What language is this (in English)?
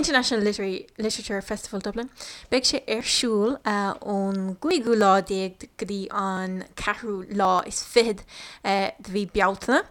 Irish